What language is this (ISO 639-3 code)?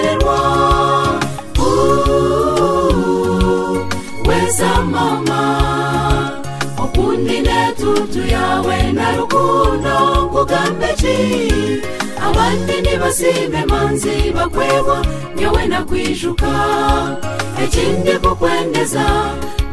kin